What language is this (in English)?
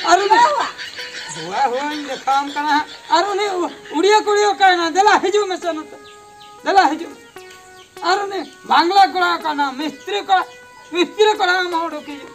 Santali